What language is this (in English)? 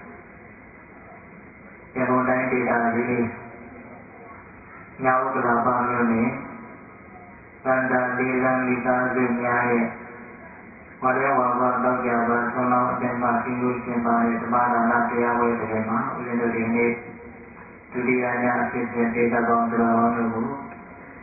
Burmese